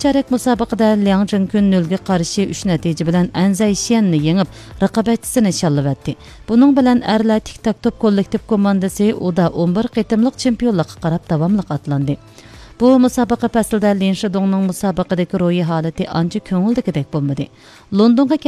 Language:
Uyghur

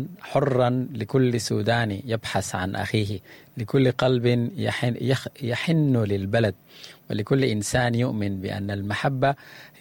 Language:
Sudanese Arabic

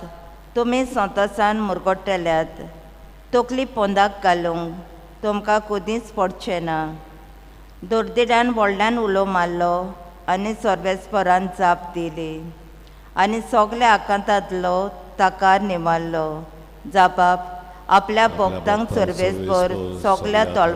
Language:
Konkani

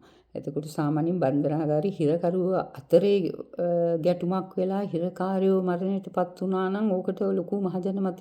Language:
Sinhala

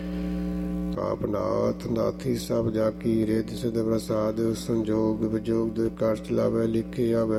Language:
Punjabi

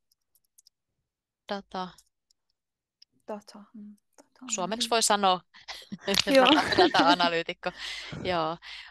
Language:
Finnish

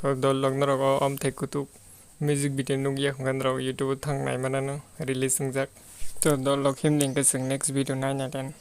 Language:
Kok Borok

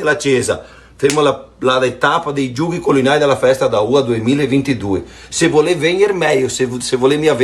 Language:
Venetian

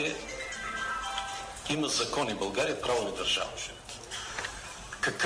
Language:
Bulgarian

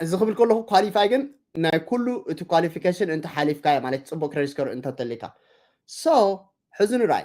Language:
Tigrinya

